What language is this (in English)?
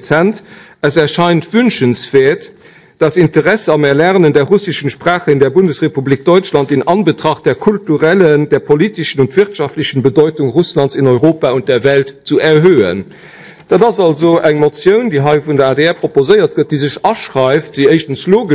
Luxembourgish